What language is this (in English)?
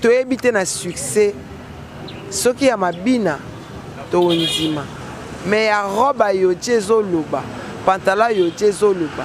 Lingala